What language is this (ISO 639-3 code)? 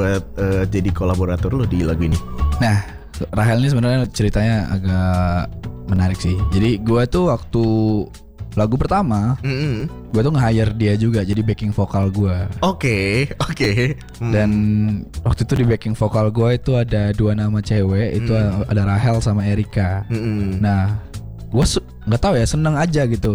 ind